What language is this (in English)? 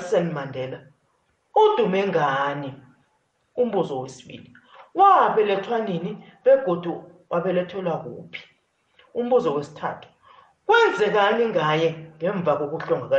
South Ndebele